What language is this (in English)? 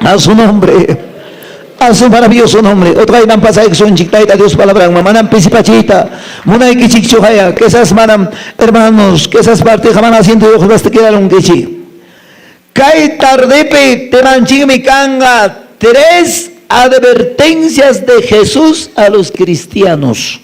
Quechua